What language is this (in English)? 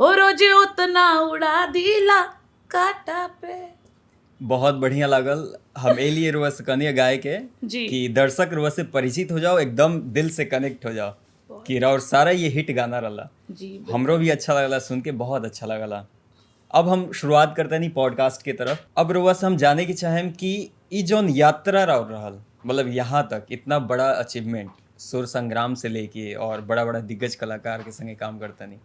Bhojpuri